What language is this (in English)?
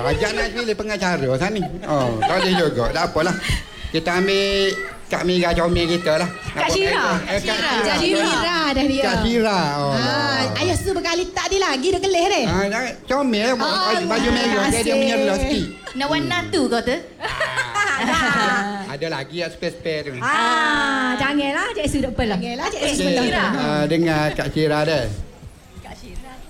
Malay